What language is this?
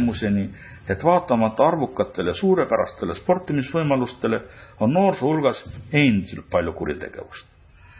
Estonian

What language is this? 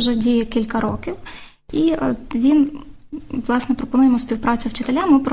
Ukrainian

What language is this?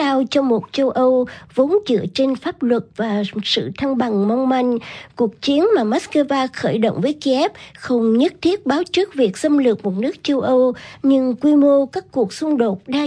Vietnamese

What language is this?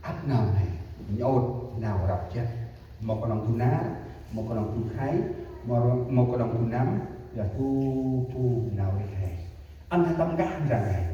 Central Mnong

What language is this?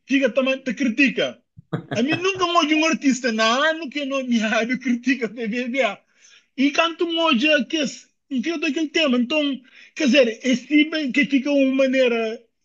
Kabuverdianu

